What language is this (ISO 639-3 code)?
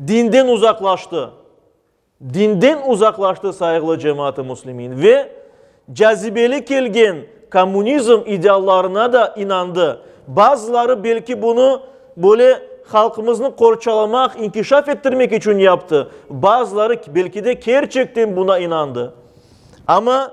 crh